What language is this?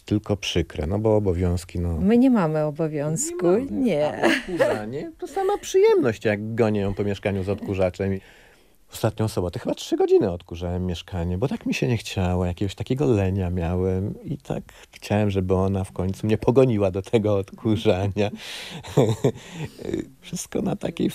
Polish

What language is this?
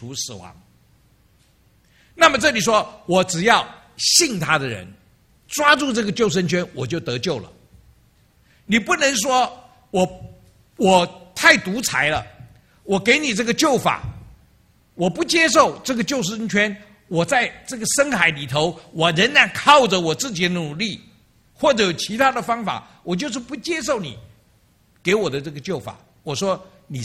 Chinese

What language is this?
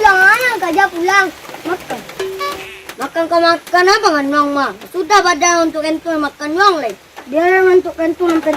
Minangkabau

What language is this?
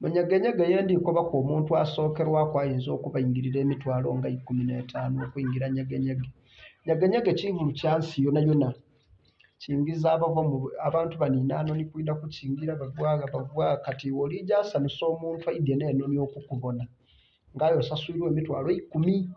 Ganda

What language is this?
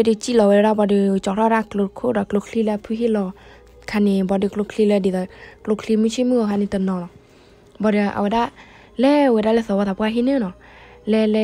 S'gaw Karen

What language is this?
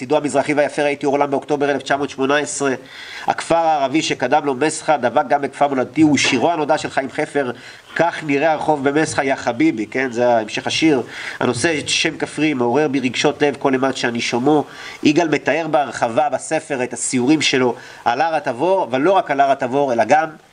Hebrew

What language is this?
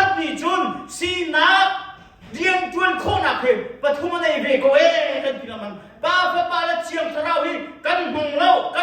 Hakha Chin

